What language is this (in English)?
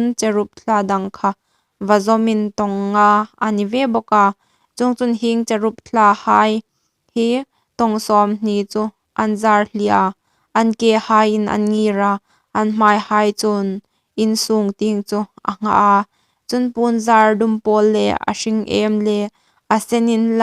Hmar